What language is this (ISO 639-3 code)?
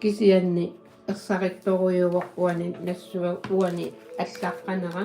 kal